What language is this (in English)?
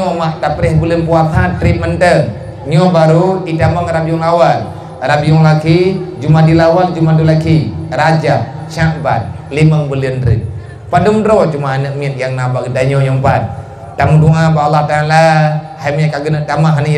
Achinese